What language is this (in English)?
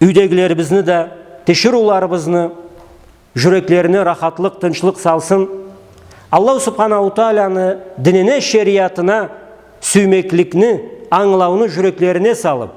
Karachay-Balkar